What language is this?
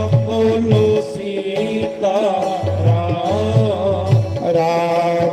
Dogri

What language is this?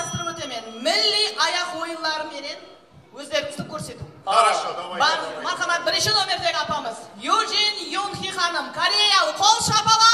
Kara-Kalpak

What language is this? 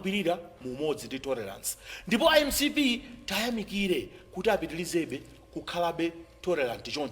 Nyanja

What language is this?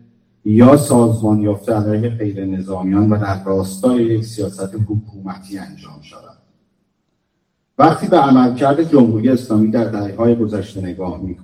Persian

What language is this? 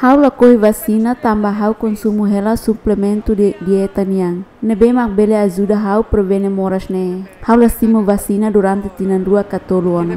Tetum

